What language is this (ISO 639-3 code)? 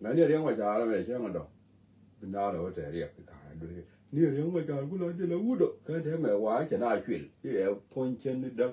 nus